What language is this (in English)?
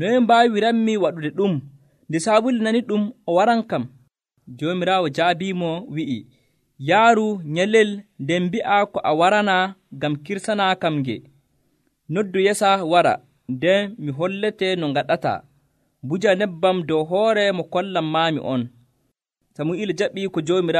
Nigerian Fulfulde